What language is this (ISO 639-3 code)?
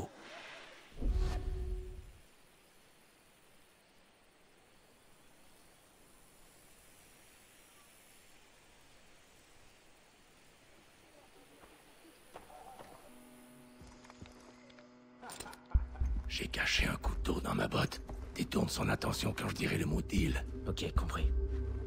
fra